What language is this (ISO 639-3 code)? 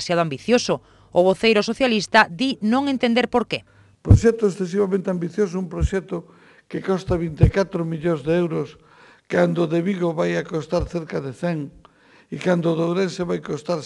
glg